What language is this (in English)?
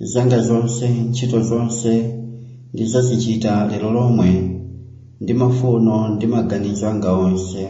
Nyanja